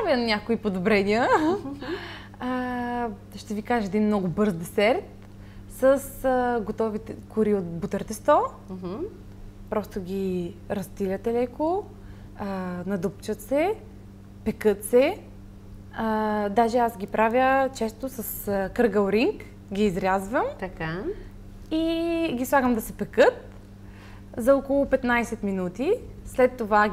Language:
Bulgarian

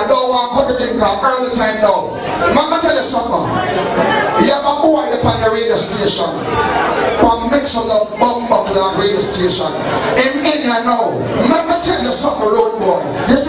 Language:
Jamaican Creole English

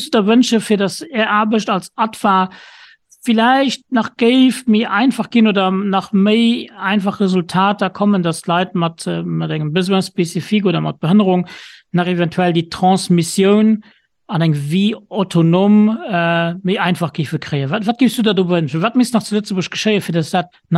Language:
Luxembourgish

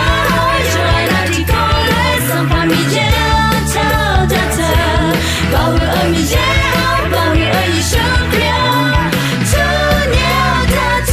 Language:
Akha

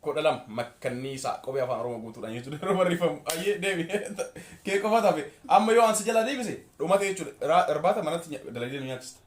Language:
Oromo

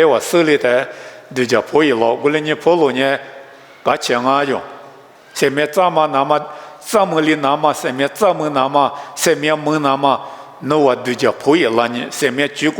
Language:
Lisu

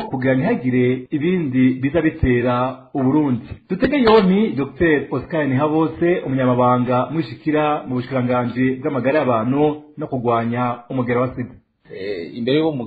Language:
Rundi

